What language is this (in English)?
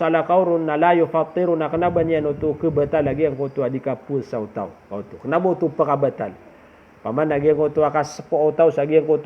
Maranao